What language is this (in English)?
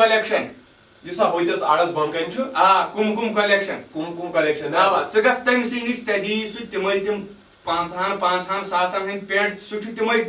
Kashmiri